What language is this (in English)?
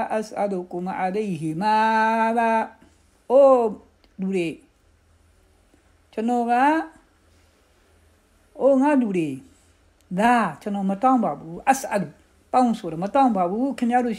Burmese